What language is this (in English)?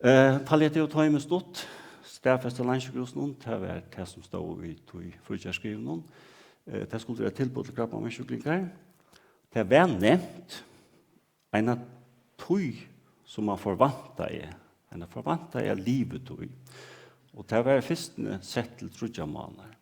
Faroese